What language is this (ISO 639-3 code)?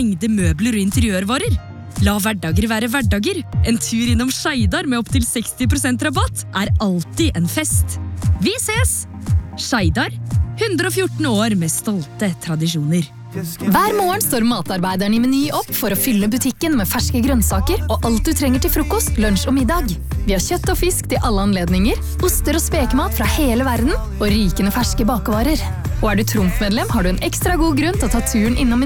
nor